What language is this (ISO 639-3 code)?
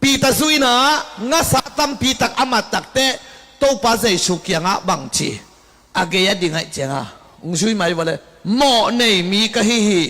ctd